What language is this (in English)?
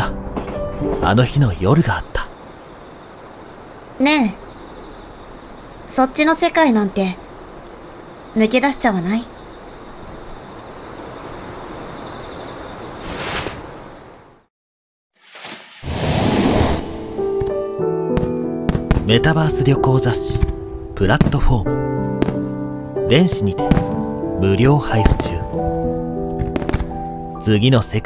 Japanese